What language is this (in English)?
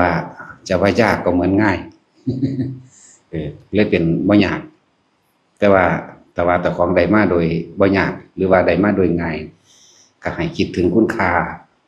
Lao